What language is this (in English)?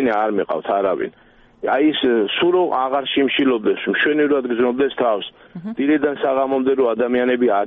Georgian